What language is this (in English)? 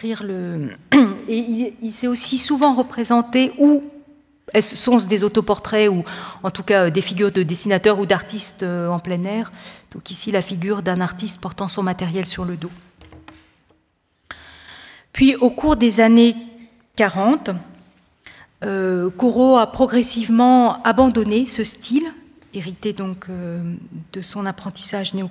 French